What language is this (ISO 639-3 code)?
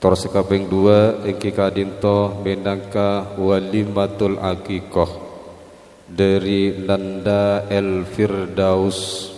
mad